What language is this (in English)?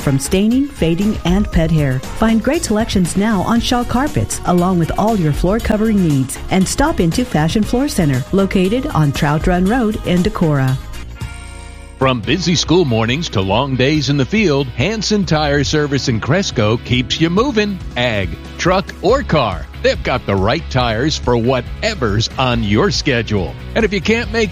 English